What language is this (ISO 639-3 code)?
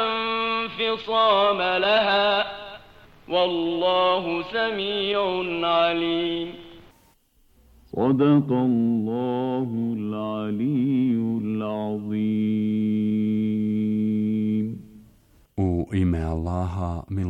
bos